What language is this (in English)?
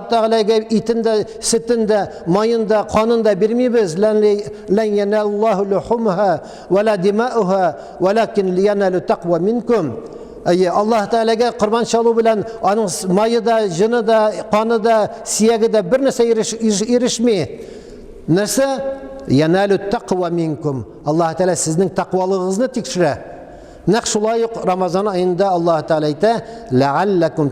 Tatar